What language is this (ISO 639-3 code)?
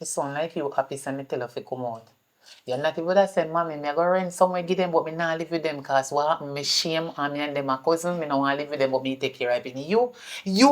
jam